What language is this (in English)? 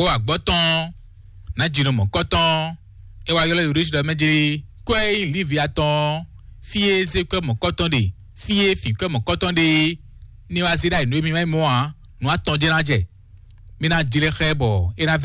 Fon